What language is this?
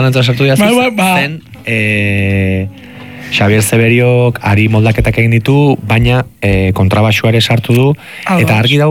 Basque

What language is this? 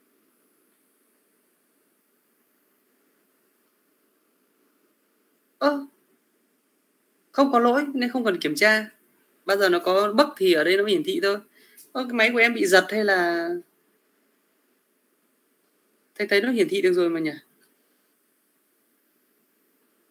Vietnamese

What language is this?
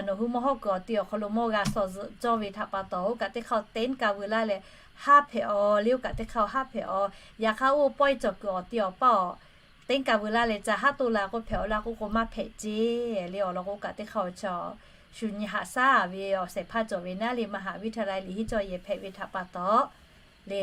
Lahu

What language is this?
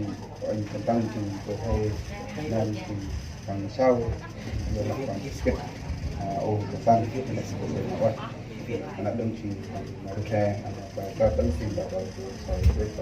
Central Mnong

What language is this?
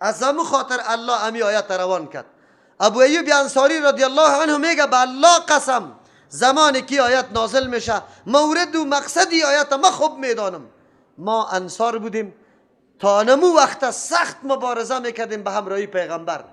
Persian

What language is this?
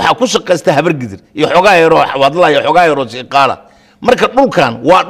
Somali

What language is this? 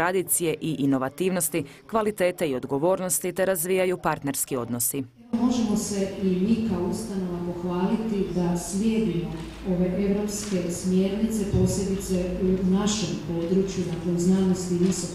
Croatian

